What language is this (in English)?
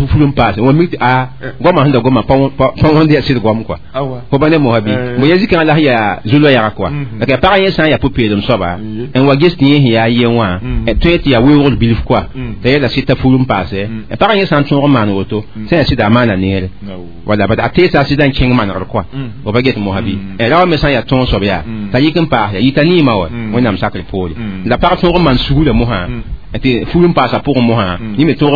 Mossi